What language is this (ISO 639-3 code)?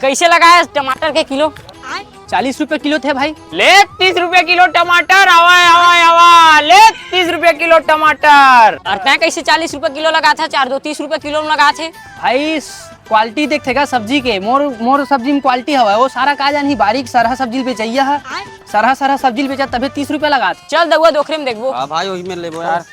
hne